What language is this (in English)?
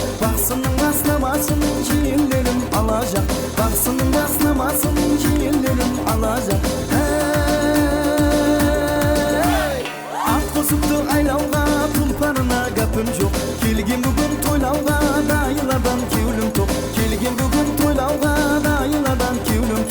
Kara-Kalpak